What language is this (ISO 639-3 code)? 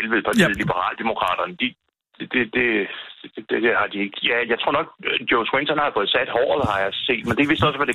dan